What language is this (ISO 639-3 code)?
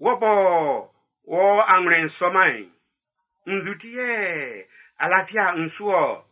bci